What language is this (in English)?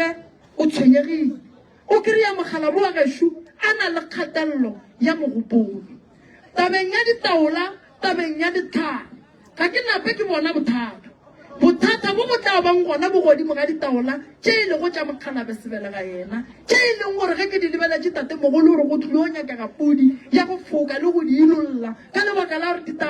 Northern Sotho